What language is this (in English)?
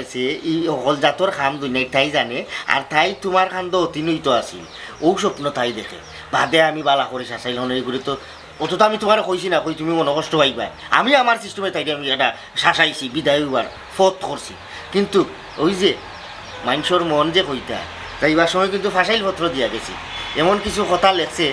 Sylheti